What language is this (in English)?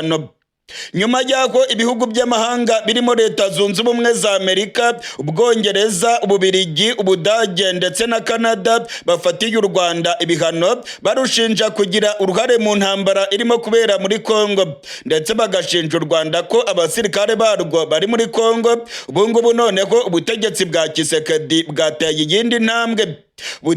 Rundi